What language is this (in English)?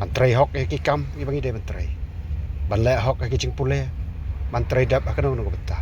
Khasi